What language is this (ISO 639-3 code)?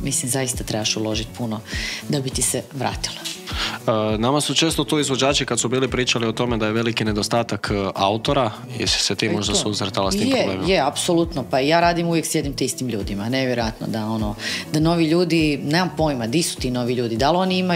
hrv